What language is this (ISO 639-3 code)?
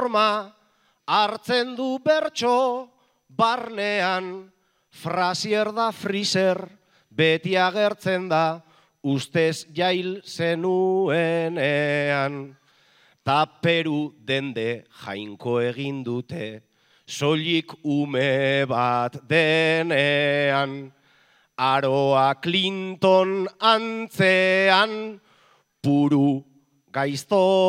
eus